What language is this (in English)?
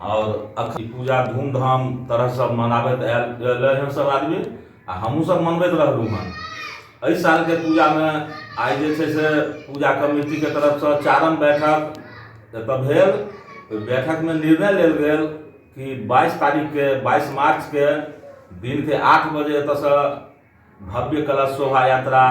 Maithili